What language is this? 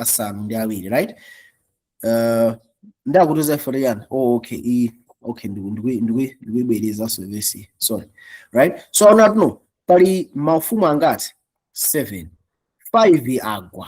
Nyanja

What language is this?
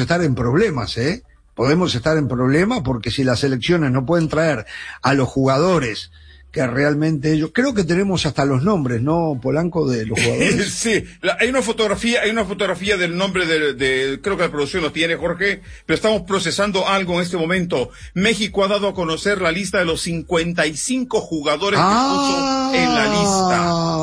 Spanish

